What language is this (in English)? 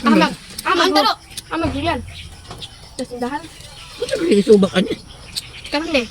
Cebuano